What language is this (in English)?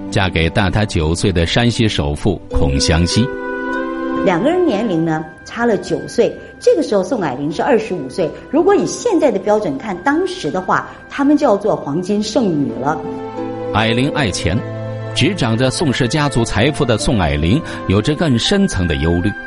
Chinese